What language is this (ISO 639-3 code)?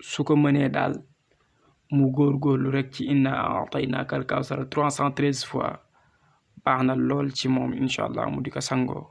wol